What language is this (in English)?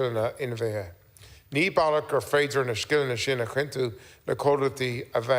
Irish